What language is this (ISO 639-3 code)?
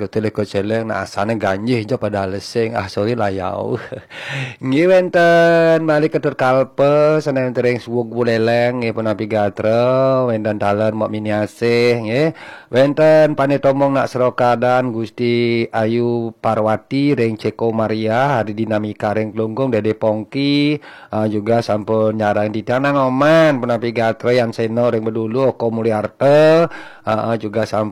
ban